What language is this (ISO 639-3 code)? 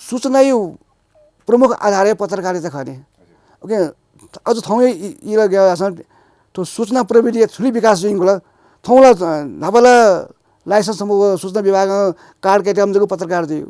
new